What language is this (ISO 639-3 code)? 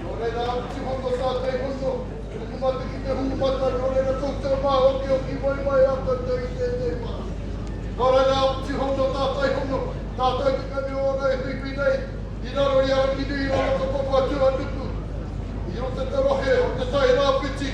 mri